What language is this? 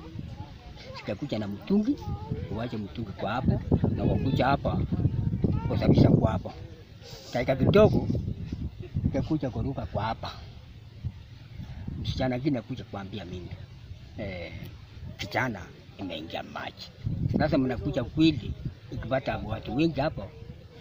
Swahili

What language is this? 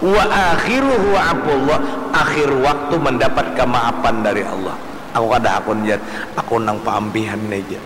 Banjar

